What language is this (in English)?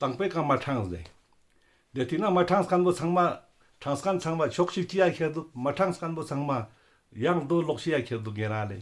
Ladakhi